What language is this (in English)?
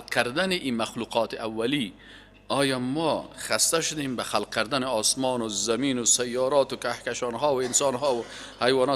Persian